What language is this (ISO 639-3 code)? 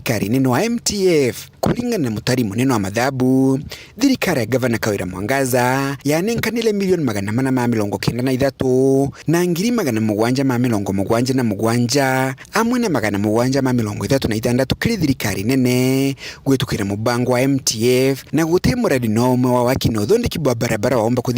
mer